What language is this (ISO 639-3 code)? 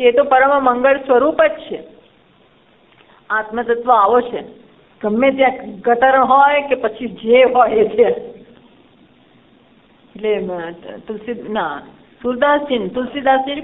guj